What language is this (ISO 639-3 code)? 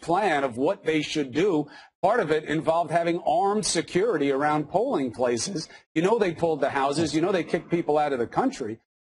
eng